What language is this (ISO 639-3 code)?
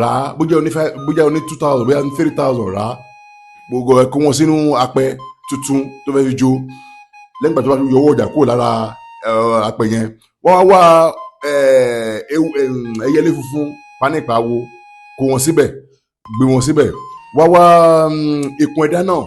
yor